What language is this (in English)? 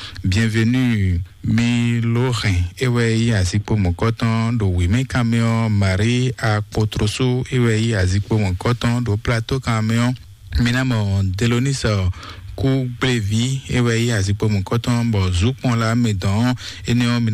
Fon